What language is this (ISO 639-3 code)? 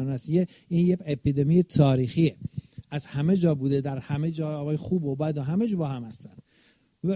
fas